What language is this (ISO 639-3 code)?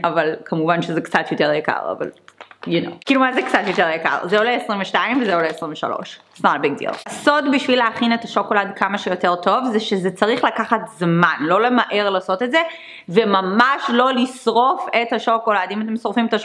heb